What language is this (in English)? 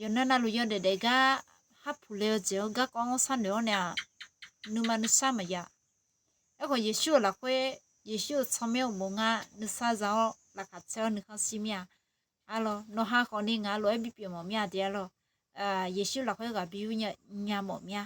Akha